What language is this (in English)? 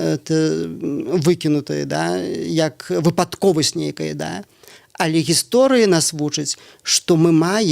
Belarusian